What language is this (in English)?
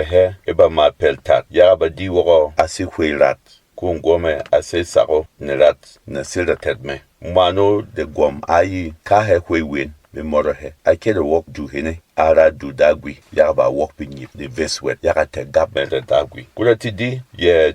Berom